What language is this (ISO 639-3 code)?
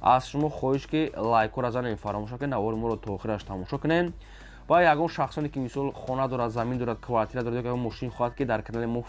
tgk